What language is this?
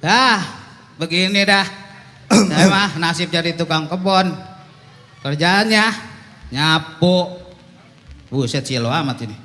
Betawi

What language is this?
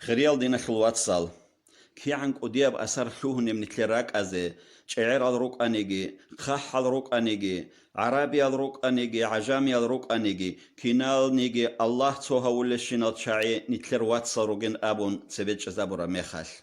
Avaric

